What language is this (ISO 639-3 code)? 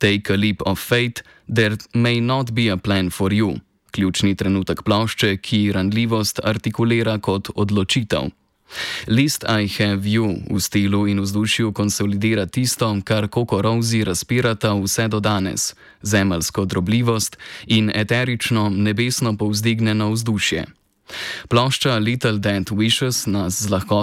slv